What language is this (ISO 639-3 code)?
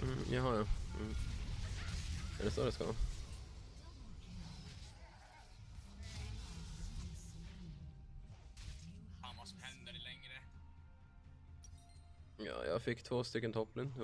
swe